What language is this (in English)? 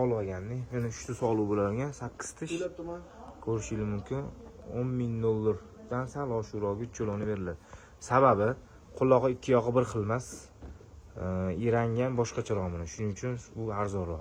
Uzbek